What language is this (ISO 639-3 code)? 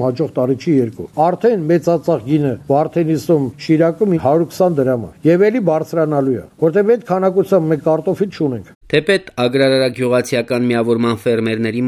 hye